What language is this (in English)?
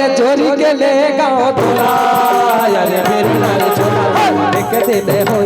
Chhattisgarhi